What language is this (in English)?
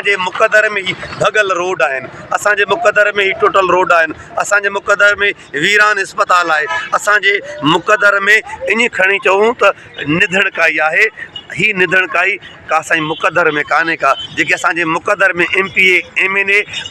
Sindhi